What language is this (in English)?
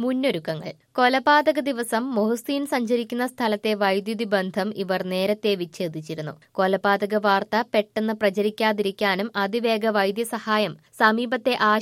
Malayalam